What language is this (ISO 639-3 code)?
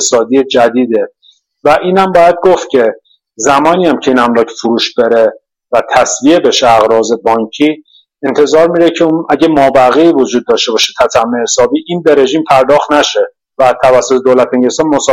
fas